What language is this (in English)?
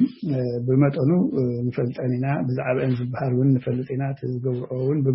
Tigrinya